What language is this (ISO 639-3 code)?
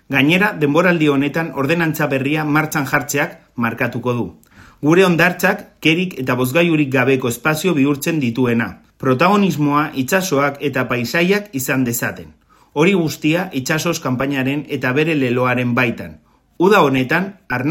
eus